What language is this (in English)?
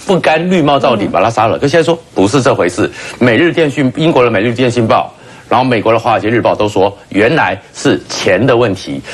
Chinese